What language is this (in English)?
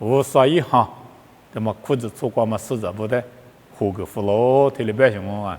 Lisu